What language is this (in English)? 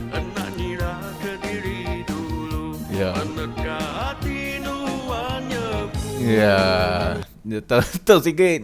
Iban